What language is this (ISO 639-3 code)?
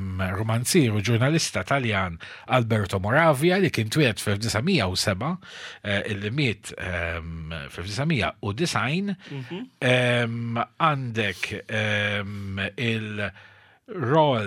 mlt